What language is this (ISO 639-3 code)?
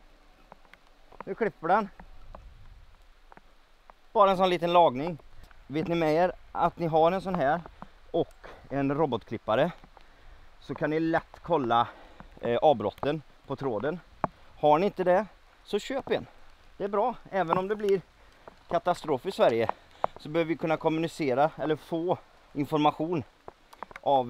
swe